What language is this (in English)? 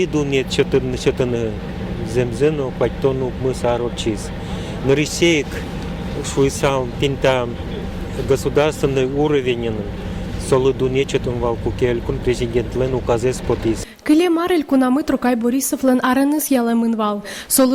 Udmurt